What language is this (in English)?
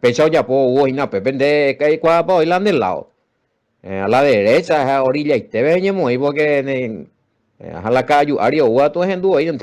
Guarani